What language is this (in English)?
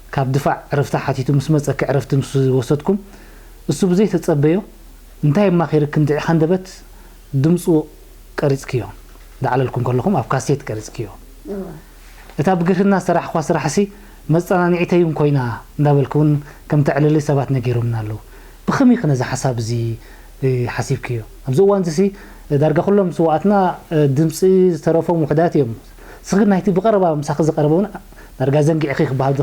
Tigrinya